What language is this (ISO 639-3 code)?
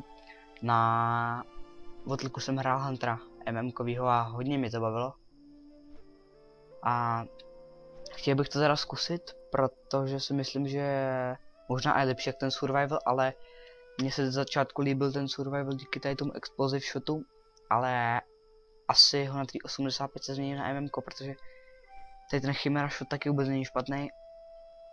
ces